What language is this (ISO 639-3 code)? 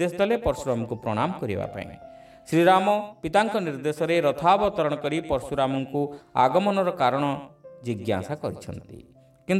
ori